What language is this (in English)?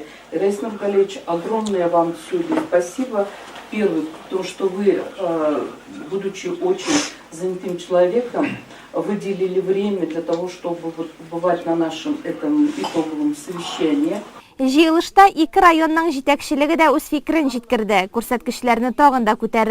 Tatar